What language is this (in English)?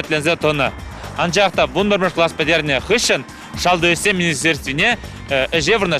Chuvash